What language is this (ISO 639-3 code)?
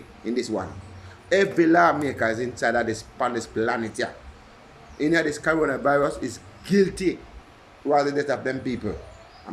jam